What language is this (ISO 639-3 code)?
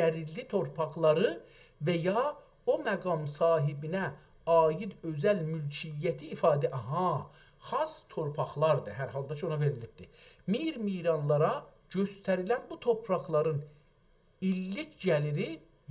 azb